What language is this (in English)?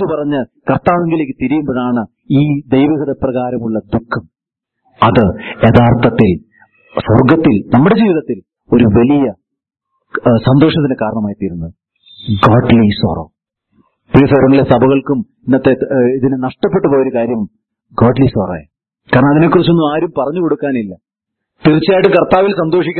Malayalam